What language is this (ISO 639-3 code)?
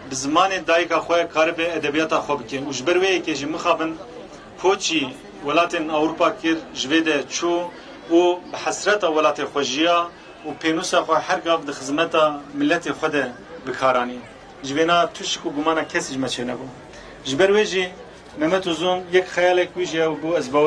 kur